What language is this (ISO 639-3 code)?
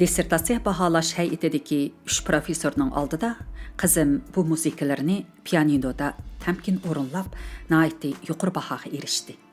uig